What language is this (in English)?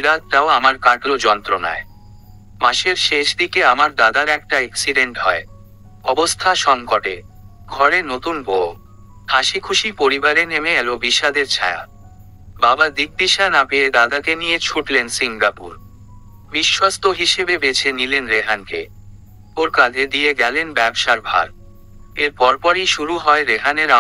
Bangla